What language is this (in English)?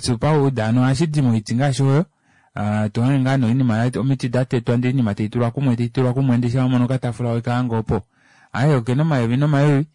Kuanyama